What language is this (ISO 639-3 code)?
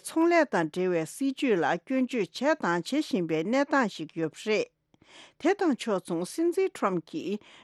bod